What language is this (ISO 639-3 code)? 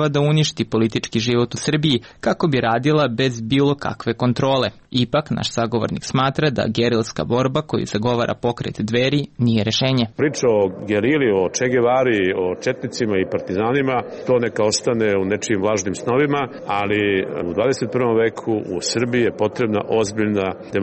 srp